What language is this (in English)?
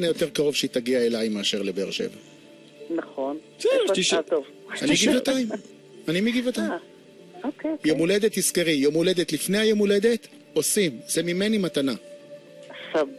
Hebrew